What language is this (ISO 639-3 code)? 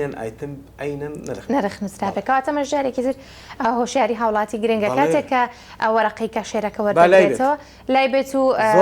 ckb